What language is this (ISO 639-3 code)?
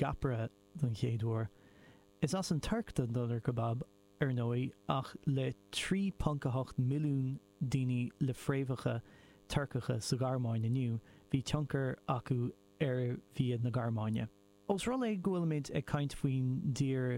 gle